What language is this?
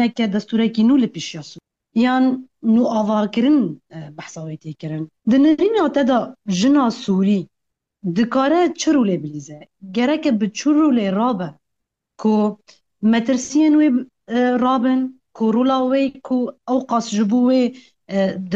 Kurdish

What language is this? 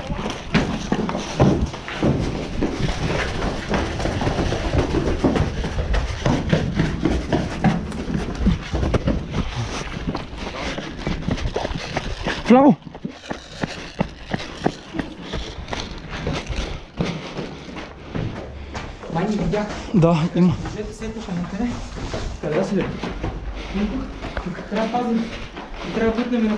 Bulgarian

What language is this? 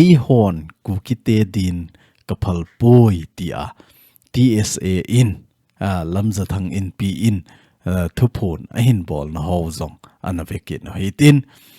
Thado Chin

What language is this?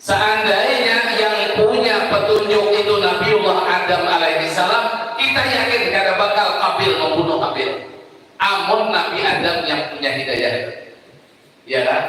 Banjar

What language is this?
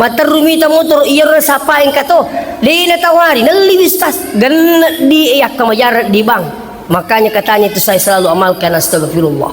Buginese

